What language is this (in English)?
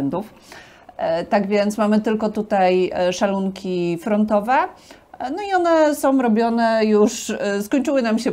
Polish